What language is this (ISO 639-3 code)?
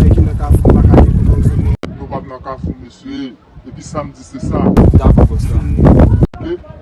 hat